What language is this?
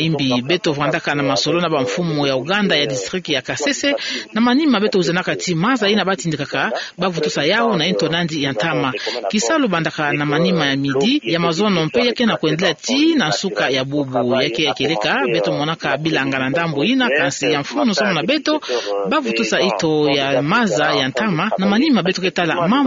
Kituba (Democratic Republic of Congo)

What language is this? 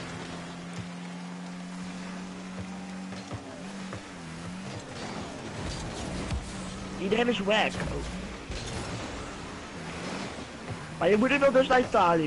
Dutch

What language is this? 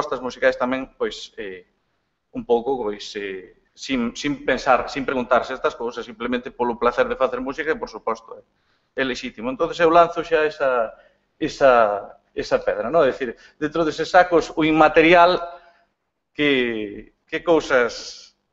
Galician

